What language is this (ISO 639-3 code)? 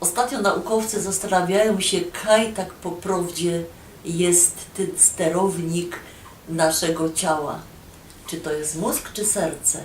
szl